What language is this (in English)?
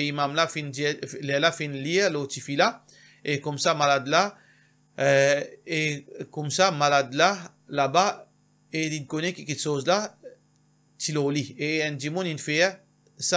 Morisyen